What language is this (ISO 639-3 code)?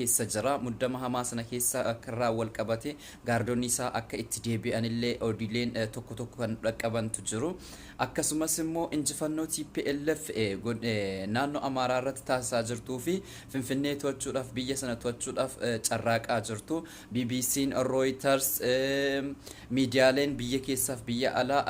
orm